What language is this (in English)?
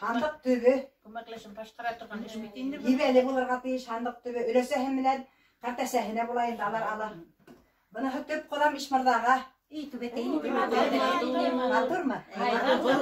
Bashkir